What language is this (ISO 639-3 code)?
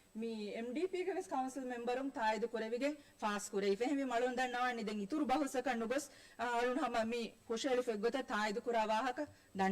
div